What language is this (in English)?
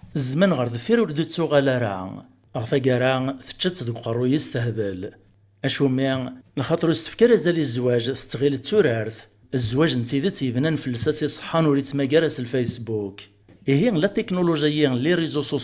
Kabyle